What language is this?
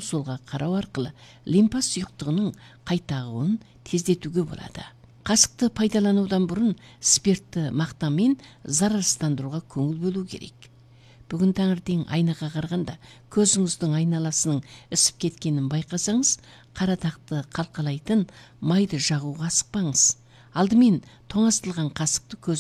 Kazakh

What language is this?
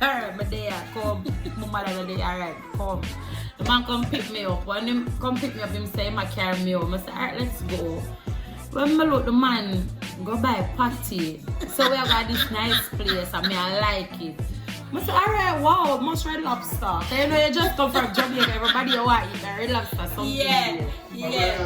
Jamaican Creole English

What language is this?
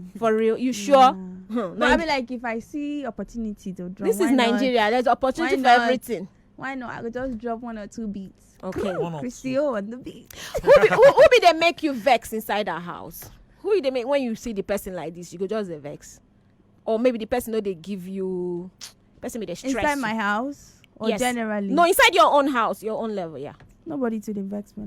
Nigerian Pidgin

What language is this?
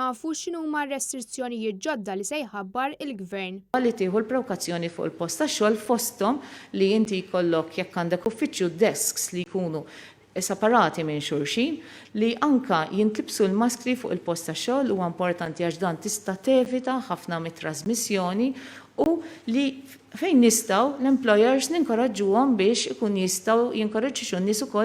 Maltese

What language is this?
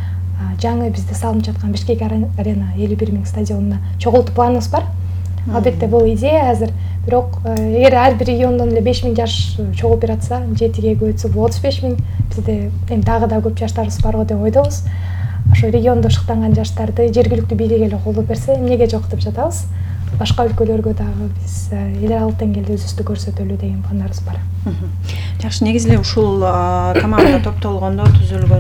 Kyrgyz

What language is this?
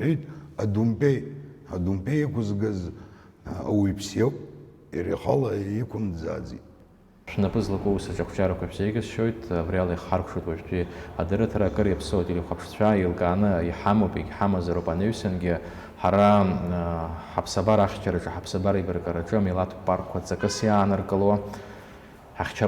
Abkhazian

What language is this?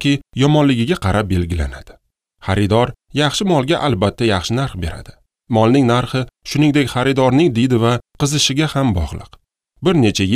Uzbek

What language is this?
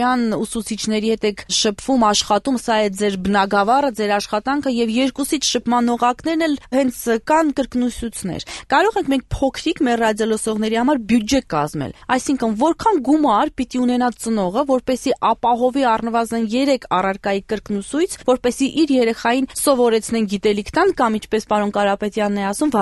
Armenian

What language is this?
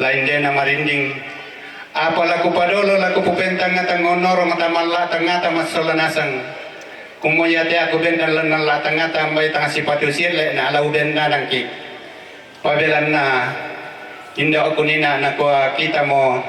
Toraja-Sa'dan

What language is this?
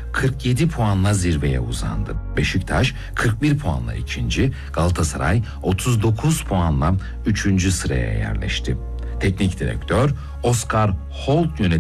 Turkish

